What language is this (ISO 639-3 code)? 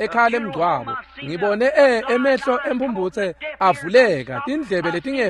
ssw